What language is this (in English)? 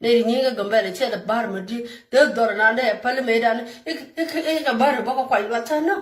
Nuer